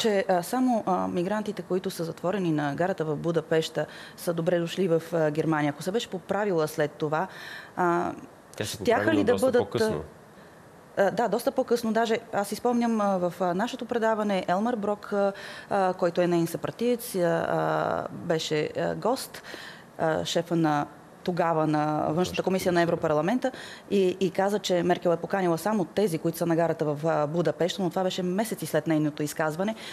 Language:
Bulgarian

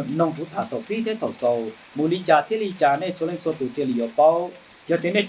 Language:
Hmong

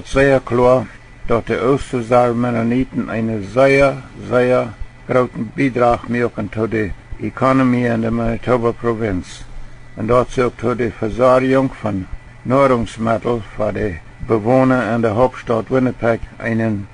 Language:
Plautdietsch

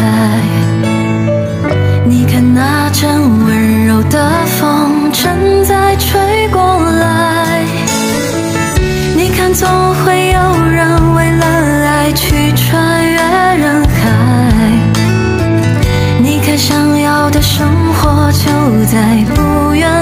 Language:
Chinese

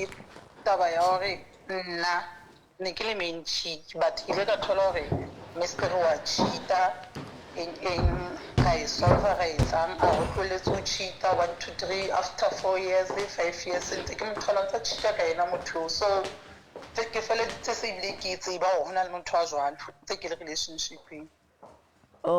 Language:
Southern Sotho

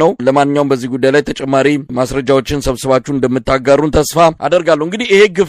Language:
Amharic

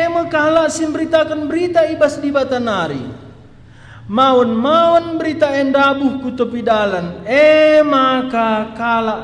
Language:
Batak Karo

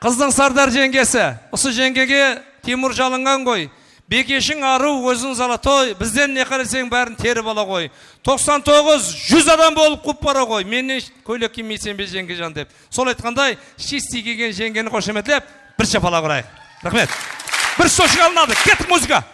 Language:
Kara-Kalpak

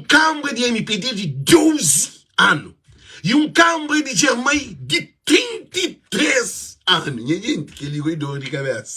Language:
Kabuverdianu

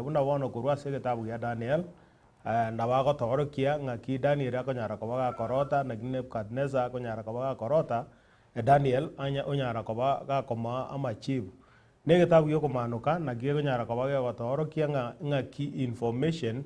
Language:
Gusii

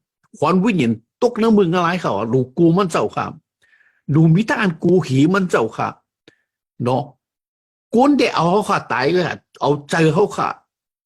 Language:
Shan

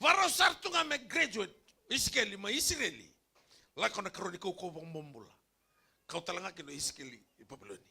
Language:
Fijian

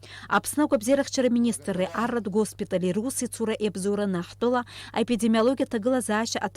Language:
Abkhazian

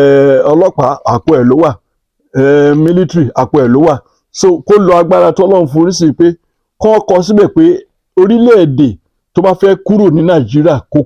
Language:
Yoruba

